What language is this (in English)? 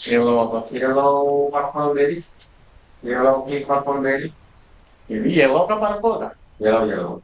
Banjar